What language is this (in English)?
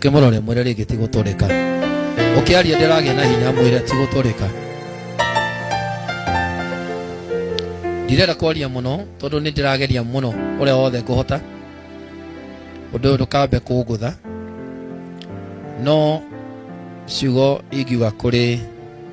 Kikuyu